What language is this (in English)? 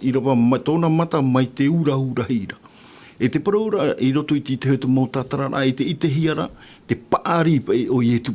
Tahitian